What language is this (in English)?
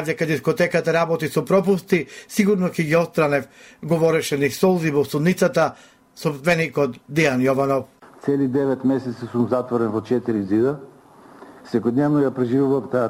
Macedonian